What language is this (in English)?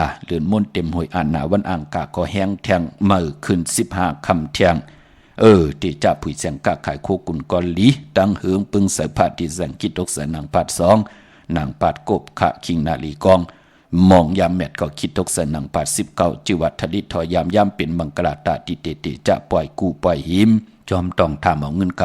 Shan